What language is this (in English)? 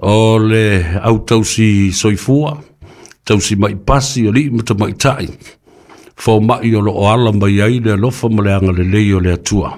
Samoan